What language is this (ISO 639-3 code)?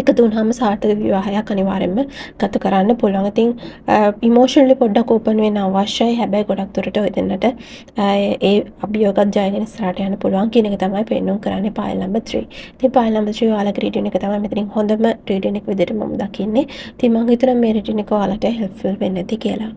sin